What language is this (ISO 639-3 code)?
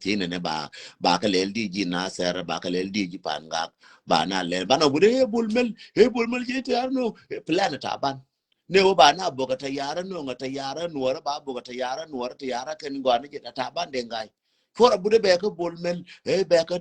nus